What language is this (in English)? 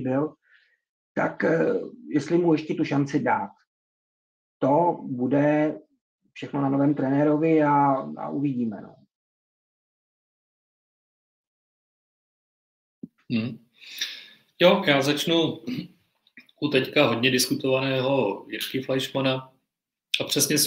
Czech